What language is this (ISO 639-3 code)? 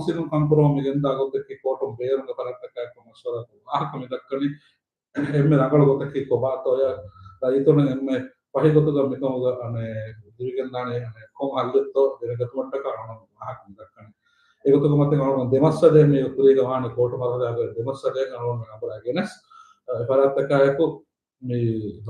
div